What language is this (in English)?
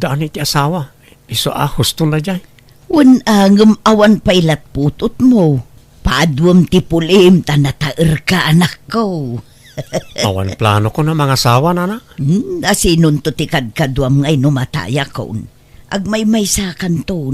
Iloko